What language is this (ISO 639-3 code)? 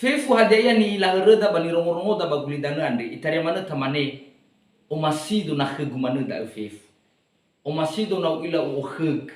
nia